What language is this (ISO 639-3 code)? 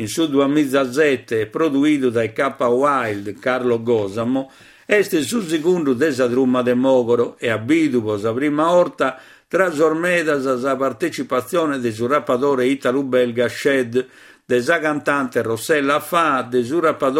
srd